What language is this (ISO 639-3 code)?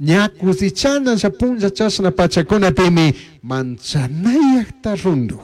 qug